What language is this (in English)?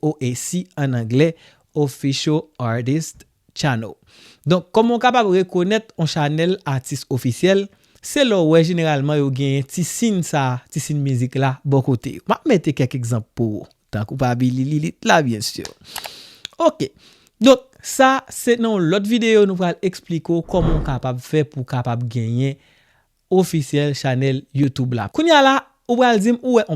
Haitian Creole